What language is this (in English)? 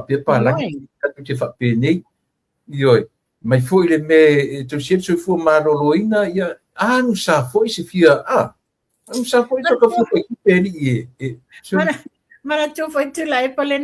Samoan